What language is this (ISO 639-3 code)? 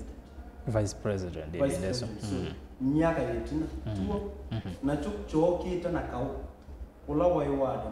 kam